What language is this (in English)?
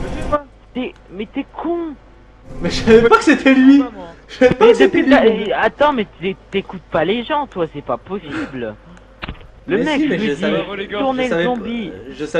French